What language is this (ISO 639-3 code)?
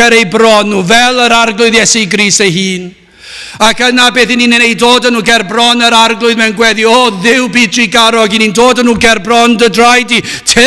cym